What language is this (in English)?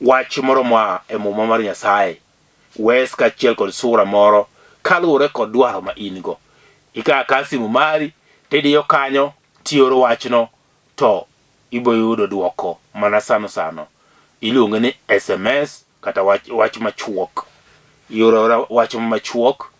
Luo (Kenya and Tanzania)